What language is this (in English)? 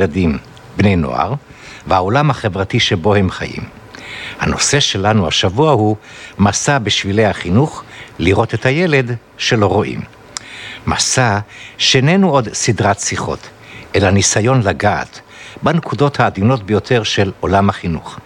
Hebrew